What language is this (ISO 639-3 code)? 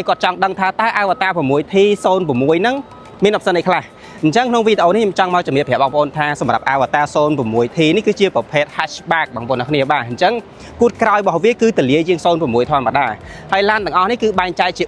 khm